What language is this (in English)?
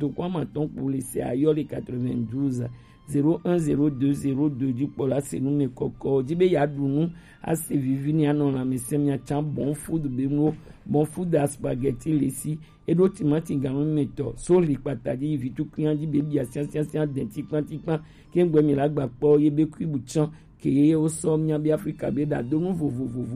Gen